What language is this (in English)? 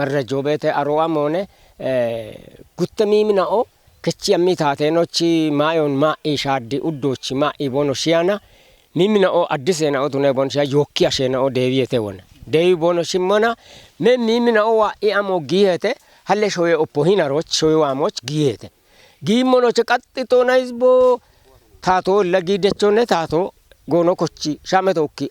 Kafa